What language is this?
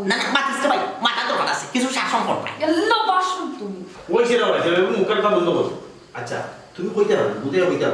Sylheti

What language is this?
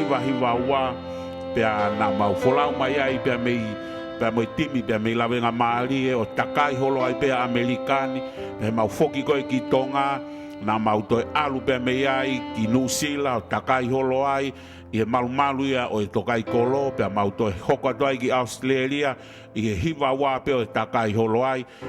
Tongan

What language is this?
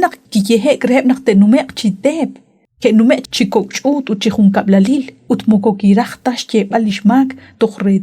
Kekchí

